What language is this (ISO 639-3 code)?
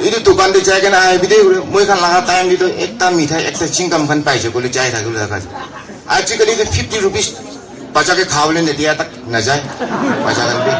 nag